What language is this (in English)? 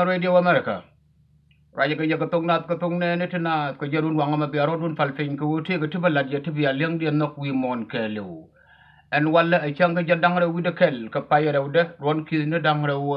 Nuer